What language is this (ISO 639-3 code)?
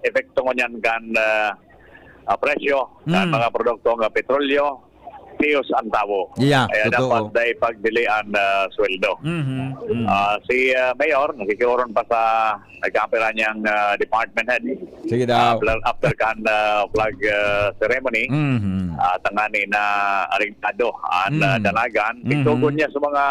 bik